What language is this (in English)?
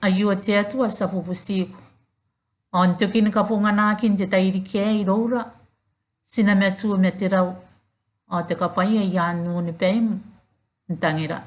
Gilbertese